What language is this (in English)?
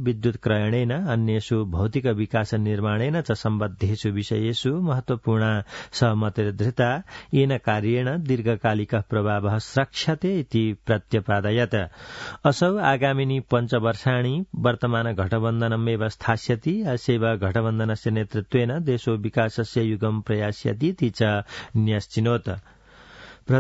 Sanskrit